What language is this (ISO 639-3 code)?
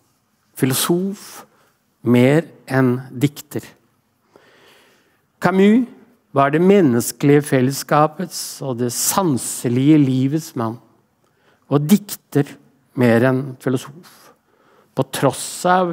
nor